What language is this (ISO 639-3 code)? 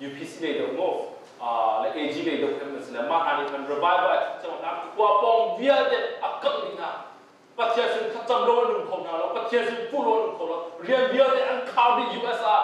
cnh